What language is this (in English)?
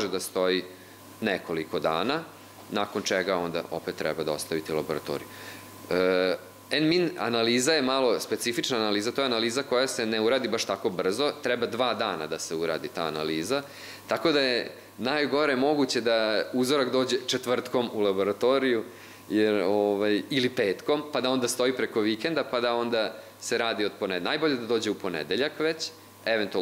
Serbian